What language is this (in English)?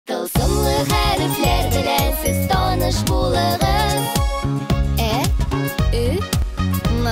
Tatar